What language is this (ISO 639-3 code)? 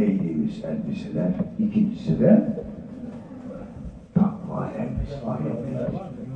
tur